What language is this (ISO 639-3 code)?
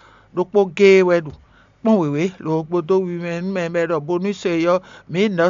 fon